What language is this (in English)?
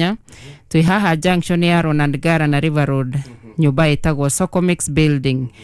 Kikuyu